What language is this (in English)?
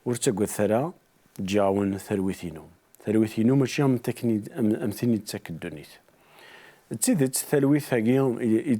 Kabyle